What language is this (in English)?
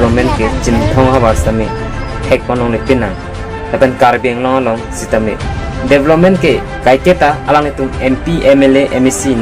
Karbi